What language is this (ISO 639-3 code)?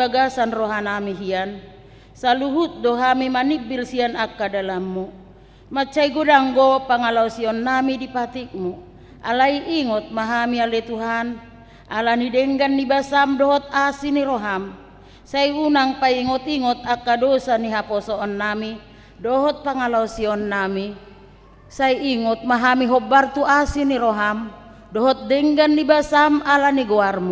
bbc